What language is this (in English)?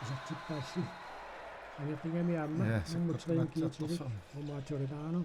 Kalaallisut